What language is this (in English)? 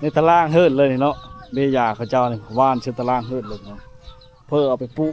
Lao